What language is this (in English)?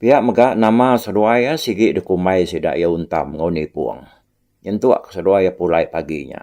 Iban